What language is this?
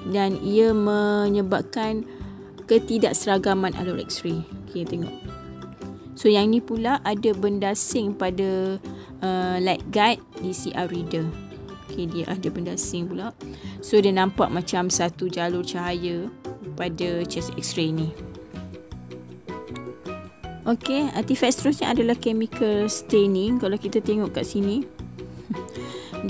Malay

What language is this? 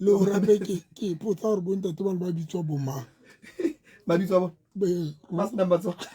Southern Sotho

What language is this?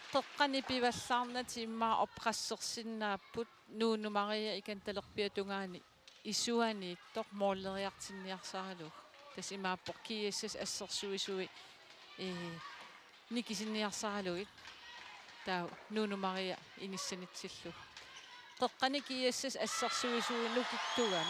Kalaallisut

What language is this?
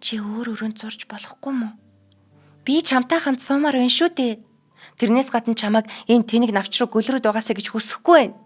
Mongolian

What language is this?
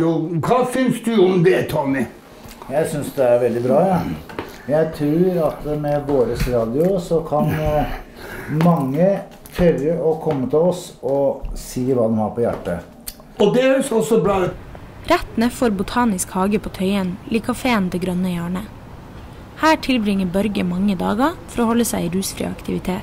Norwegian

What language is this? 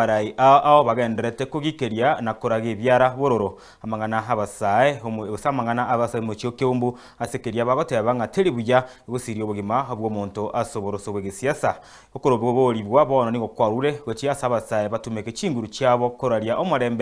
Gusii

